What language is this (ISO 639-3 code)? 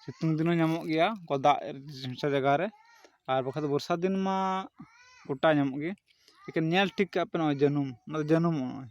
sat